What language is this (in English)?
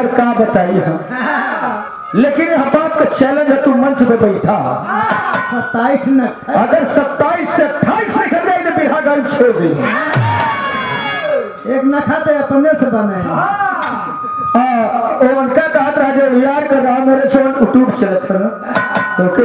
Bhojpuri